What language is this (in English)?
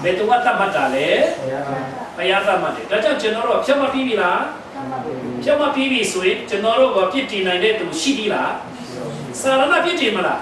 Falam Chin